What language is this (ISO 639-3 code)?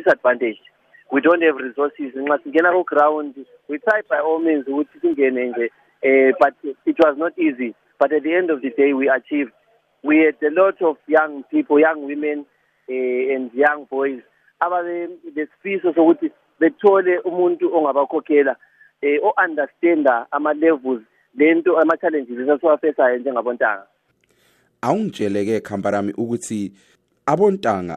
nde